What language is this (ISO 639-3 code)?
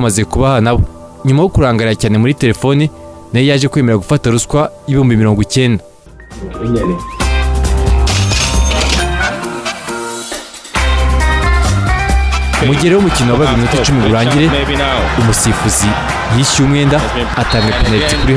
kin